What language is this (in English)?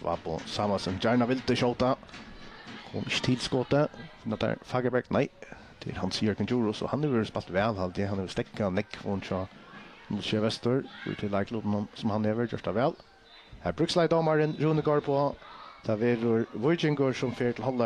Faroese